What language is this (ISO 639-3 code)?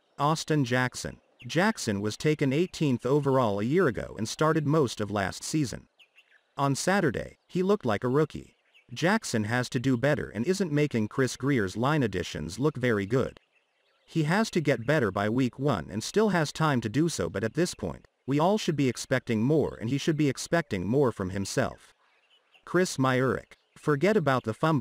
eng